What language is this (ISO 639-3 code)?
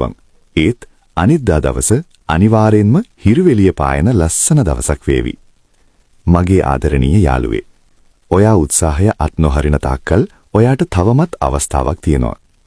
sin